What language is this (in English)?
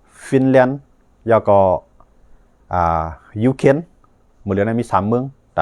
Shan